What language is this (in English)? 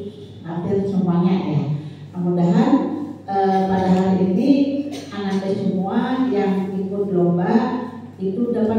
Banjar